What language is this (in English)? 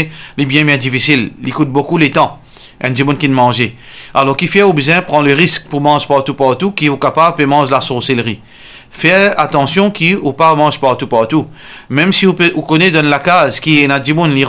Morisyen